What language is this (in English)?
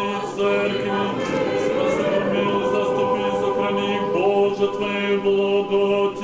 Rusyn